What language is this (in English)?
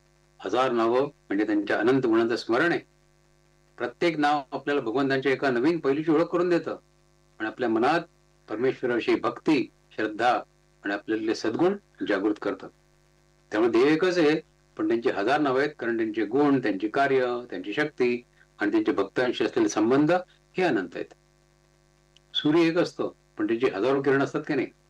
Marathi